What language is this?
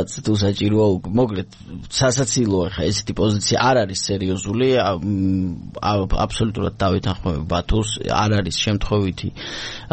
Georgian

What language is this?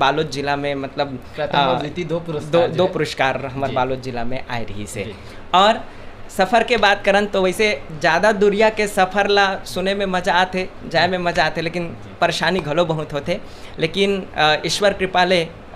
Chhattisgarhi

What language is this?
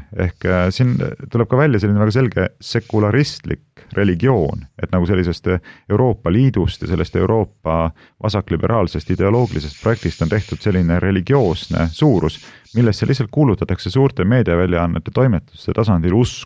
Estonian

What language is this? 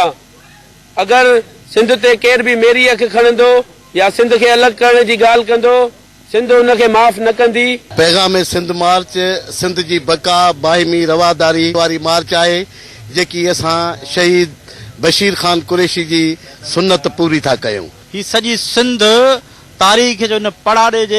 Sindhi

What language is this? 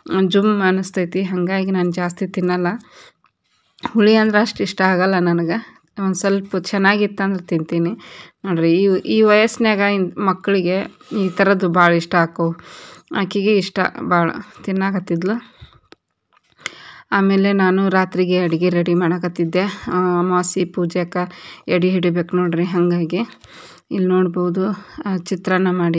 Kannada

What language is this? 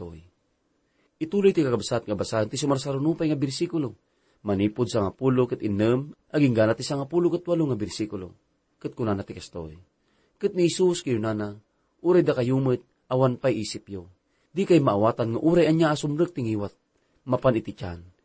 Iloko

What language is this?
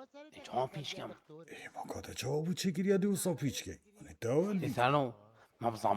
Kurdish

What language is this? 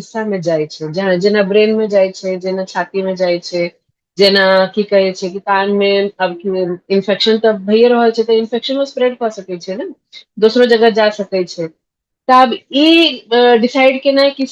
Maithili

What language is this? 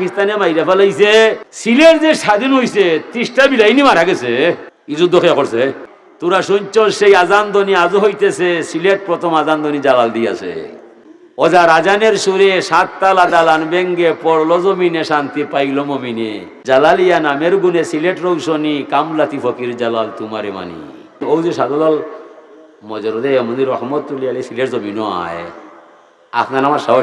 Sylheti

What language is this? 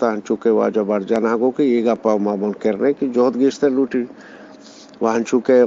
Eastern Balochi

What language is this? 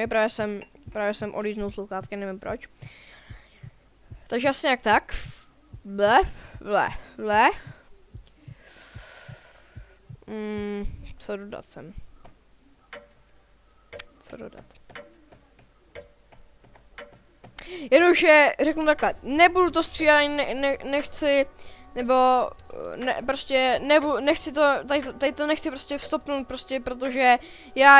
Czech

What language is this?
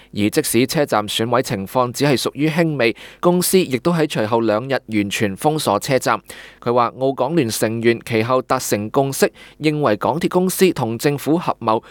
Cantonese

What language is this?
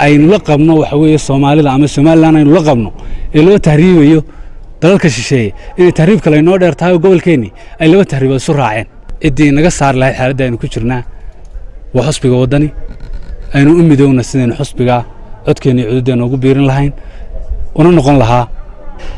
Somali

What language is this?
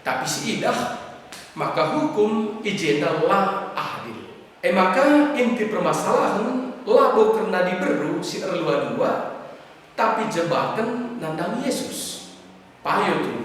Batak Karo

